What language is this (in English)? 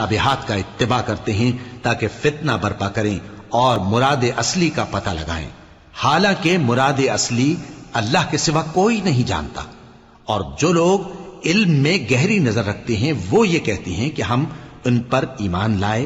Urdu